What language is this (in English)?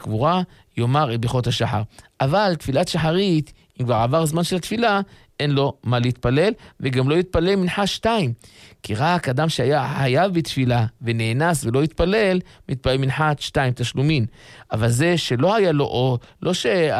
Hebrew